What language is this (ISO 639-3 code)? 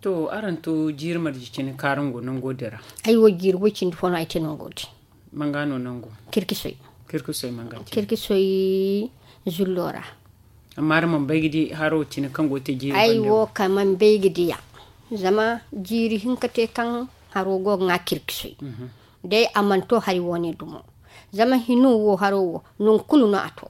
dje